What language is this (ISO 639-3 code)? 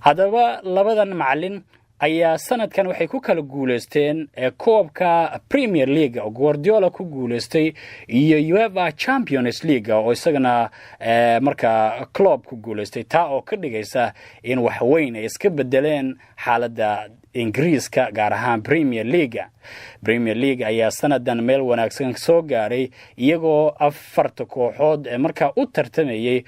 som